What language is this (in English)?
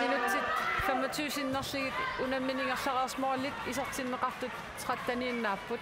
Kalaallisut